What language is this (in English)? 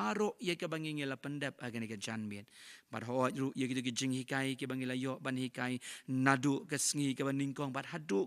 Khasi